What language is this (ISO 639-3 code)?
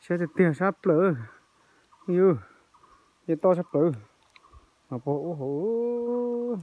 hmn